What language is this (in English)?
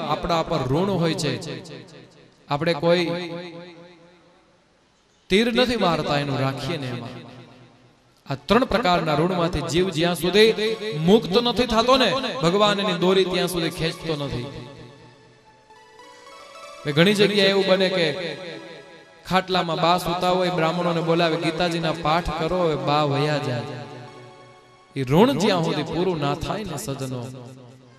Gujarati